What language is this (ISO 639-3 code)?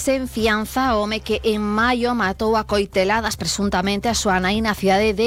glg